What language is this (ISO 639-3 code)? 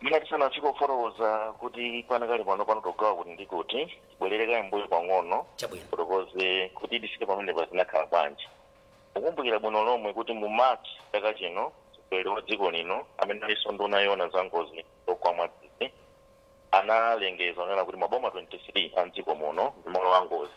nya